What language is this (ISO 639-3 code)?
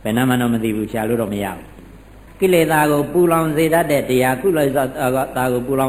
mya